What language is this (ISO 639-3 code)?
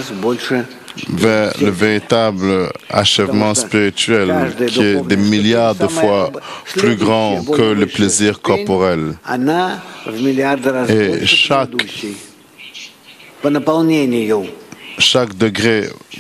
fra